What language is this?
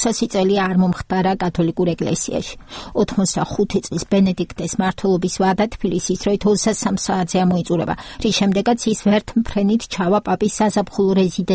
Georgian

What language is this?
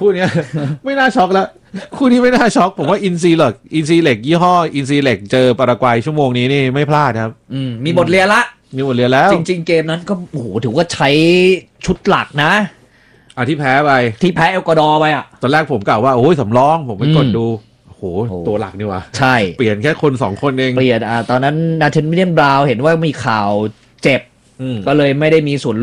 Thai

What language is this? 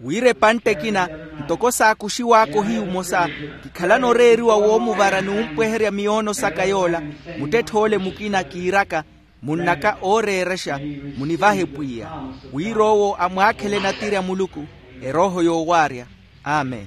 Makhuwa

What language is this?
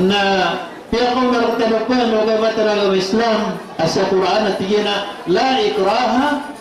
Maranao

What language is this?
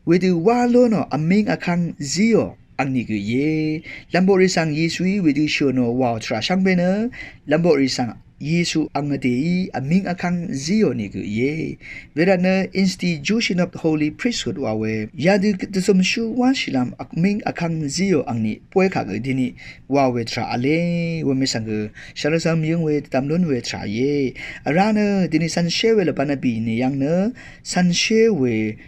Rawang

